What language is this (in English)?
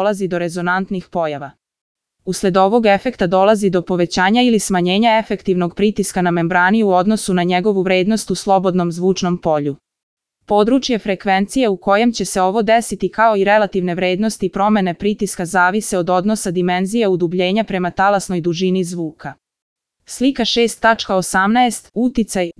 Serbian